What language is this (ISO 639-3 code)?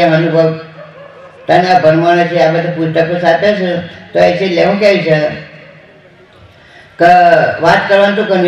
guj